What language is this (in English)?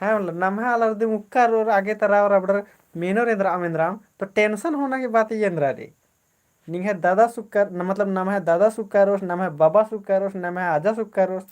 Kurukh